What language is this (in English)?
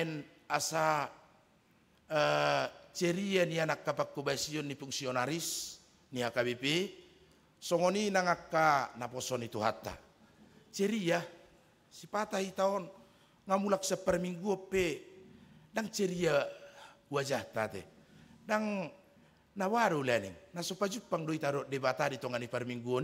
Batak Toba